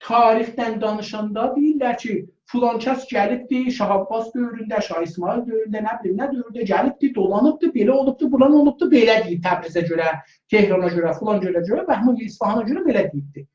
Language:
South Azerbaijani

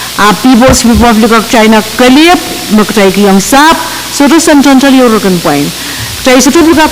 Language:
Pohnpeian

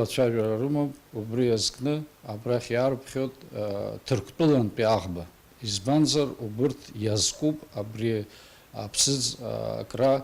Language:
Abkhazian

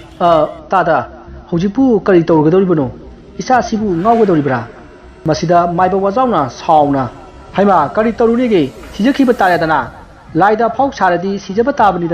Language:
Manipuri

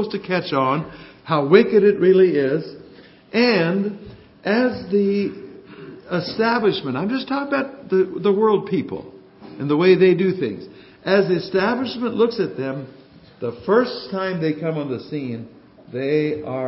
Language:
English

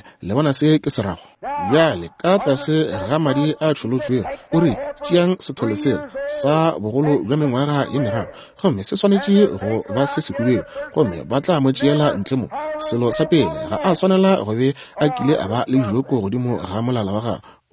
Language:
Northern Sotho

